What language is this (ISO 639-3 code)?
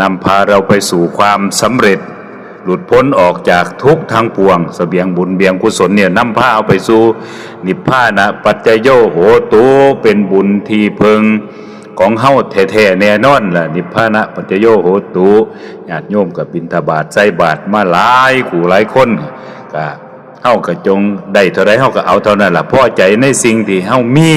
lao